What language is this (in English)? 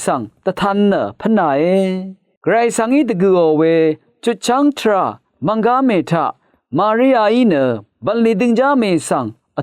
Rawang